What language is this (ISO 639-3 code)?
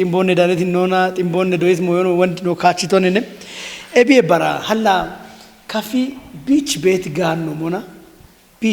kbr